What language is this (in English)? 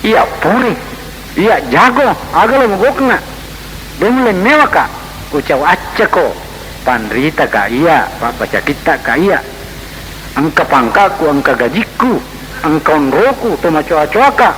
Buginese